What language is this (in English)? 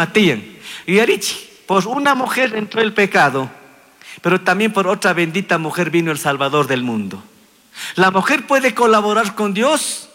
Chimborazo Highland Quichua